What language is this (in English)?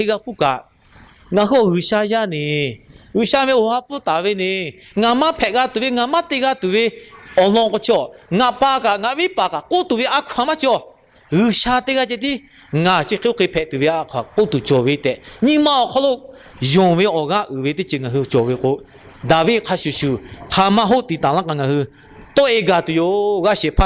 Lahu